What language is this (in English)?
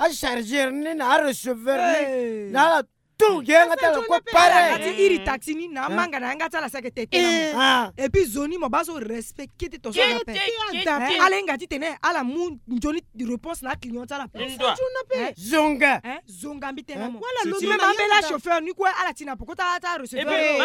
Sango